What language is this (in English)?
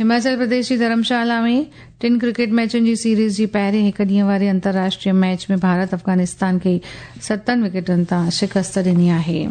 Sindhi